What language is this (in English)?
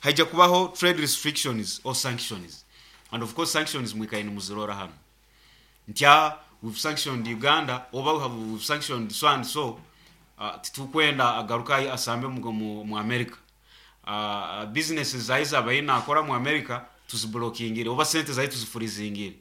Nyoro